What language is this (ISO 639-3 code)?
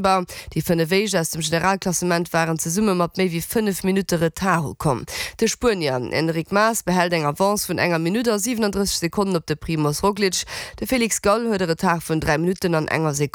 ltz